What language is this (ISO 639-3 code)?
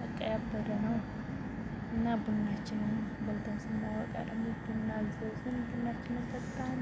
amh